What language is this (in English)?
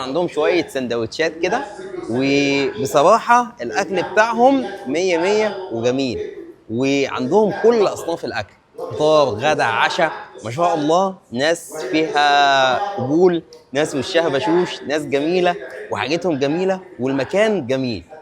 Egyptian Arabic